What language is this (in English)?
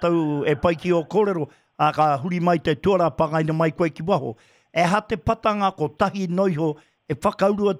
Māori